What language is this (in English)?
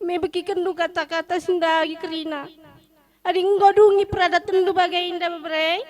Batak Karo